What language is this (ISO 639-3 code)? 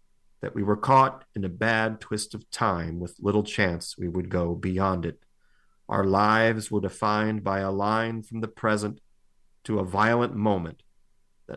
eng